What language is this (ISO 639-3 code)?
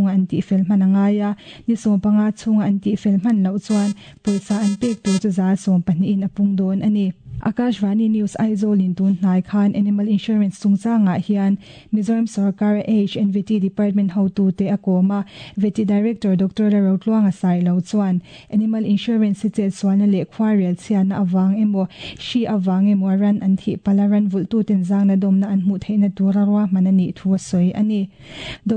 lus